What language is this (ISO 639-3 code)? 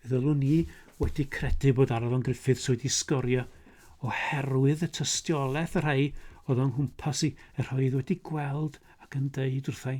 cym